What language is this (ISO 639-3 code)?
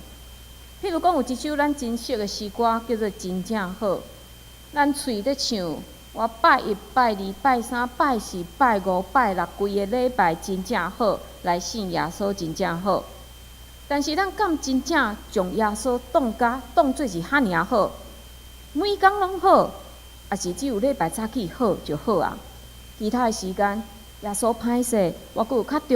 nan